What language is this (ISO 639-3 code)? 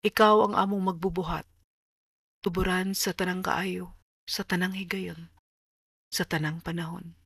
ceb